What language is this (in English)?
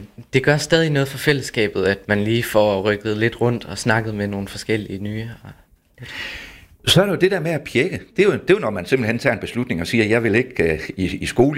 Danish